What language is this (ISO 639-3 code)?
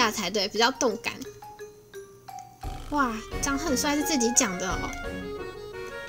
zho